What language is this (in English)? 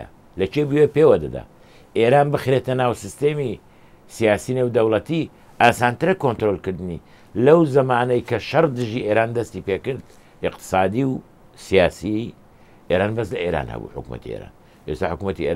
Central Kurdish